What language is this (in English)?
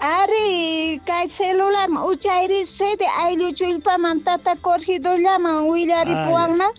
Quechua